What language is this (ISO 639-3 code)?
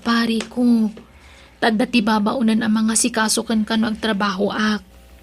ilo